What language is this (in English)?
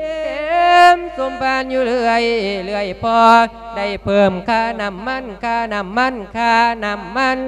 Lao